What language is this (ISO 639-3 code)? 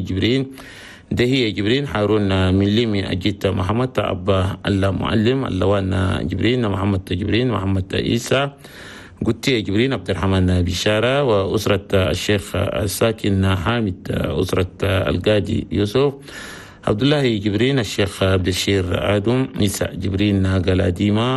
shu